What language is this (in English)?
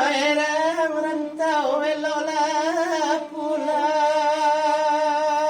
Minangkabau